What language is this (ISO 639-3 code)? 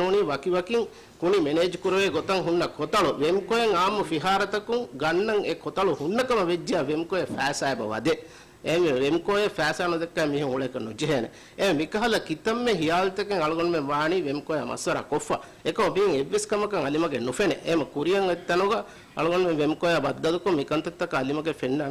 div